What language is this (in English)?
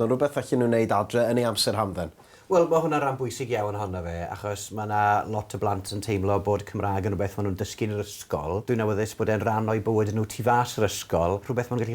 Welsh